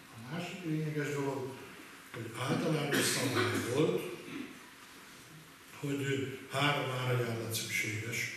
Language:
Hungarian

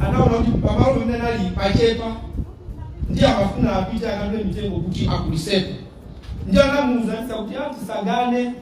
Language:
Nyanja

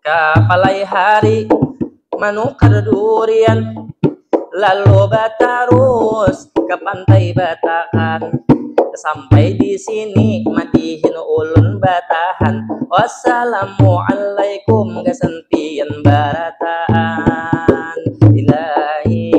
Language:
Banjar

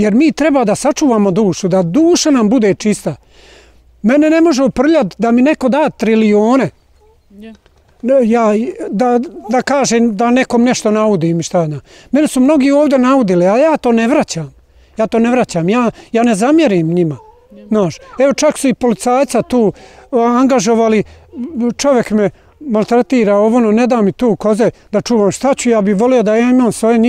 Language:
Bosnian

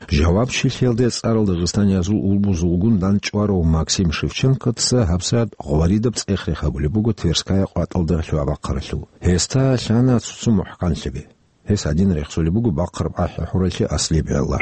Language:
Avaric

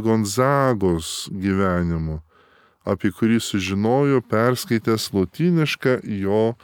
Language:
Lithuanian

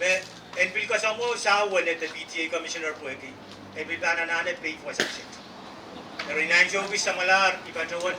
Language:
Pohnpeian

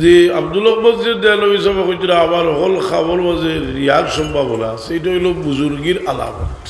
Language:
Sylheti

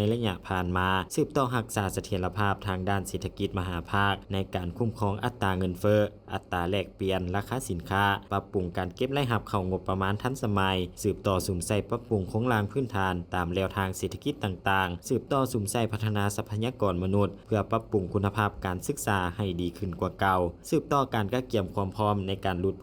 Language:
Lao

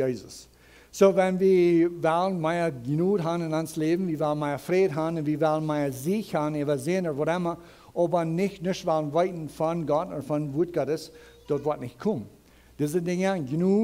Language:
Plautdietsch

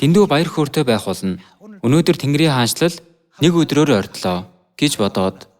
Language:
Mongolian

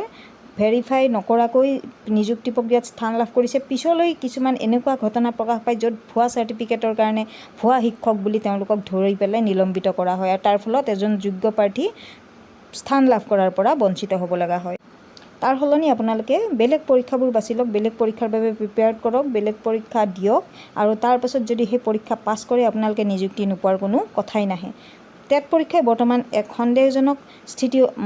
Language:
Assamese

